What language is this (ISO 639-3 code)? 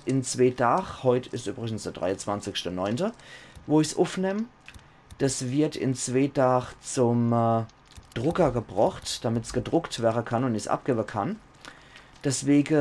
pfl